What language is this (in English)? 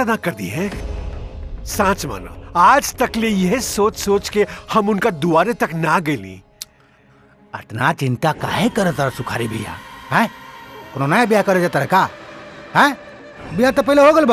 Bhojpuri